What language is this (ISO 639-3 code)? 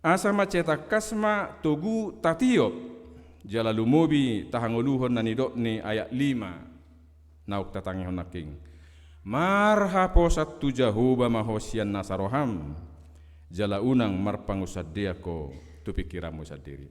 bbc